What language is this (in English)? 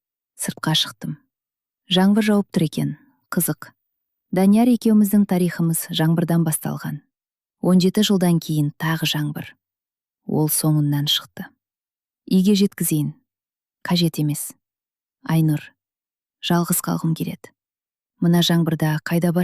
Kazakh